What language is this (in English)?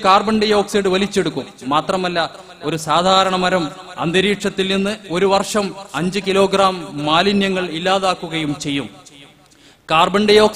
Malayalam